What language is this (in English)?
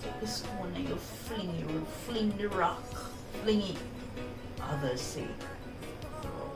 Jamaican Creole English